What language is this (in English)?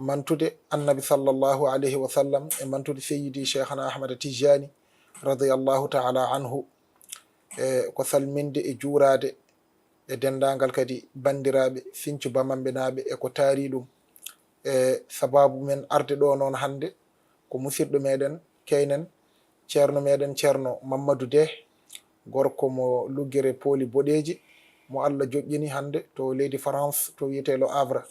Fula